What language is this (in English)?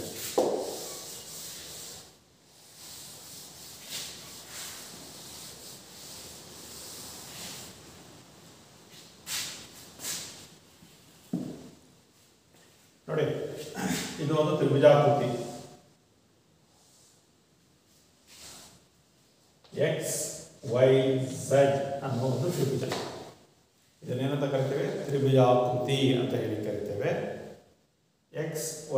Kannada